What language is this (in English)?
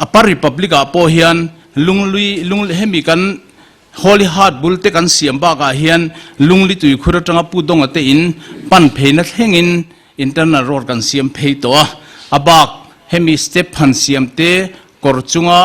Mizo